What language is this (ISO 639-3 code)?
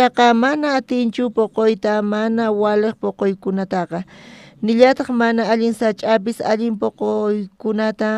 quh